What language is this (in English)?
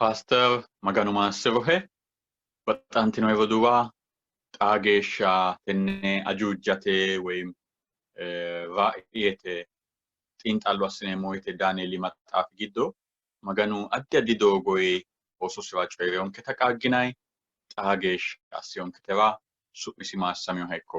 Sidamo